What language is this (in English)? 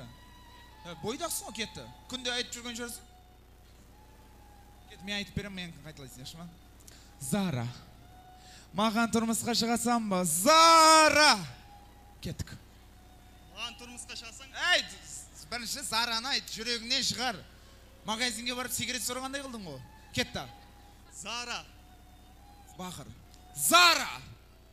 Kazakh